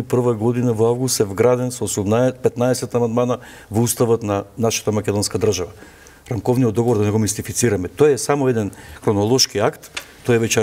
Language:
Macedonian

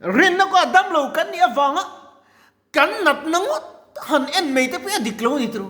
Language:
Mizo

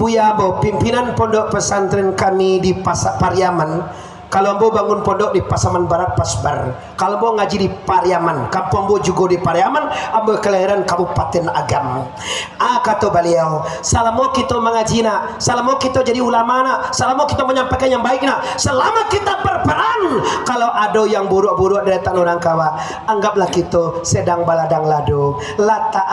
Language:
Minangkabau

